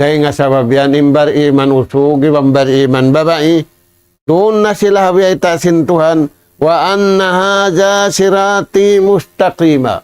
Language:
Tausug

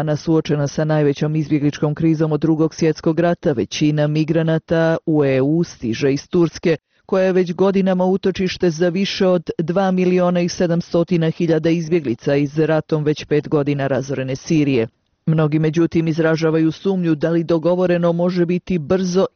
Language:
Bosnian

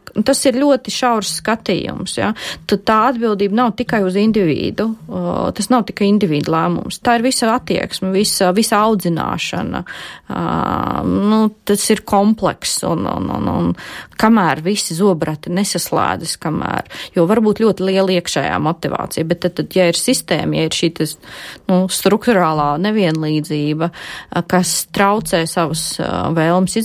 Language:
Latvian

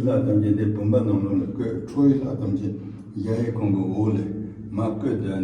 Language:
Tibetan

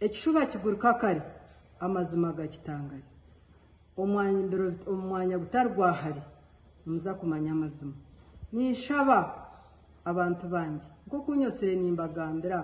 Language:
Nyankole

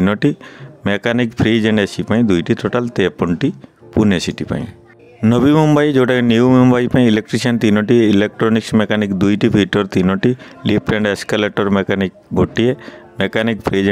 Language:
Odia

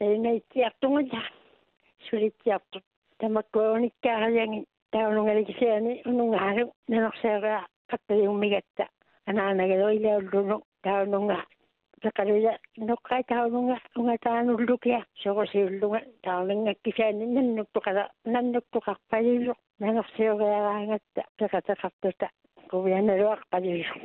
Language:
Māori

